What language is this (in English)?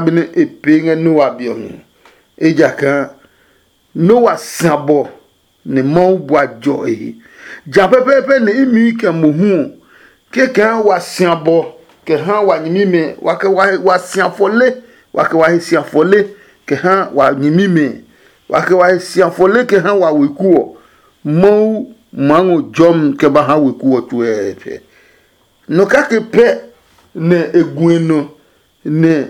Adangme